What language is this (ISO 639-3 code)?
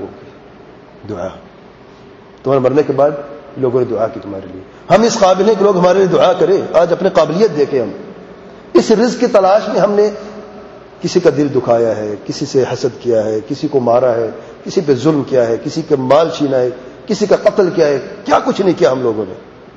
urd